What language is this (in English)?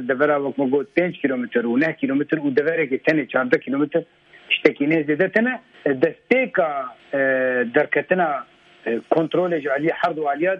Kurdish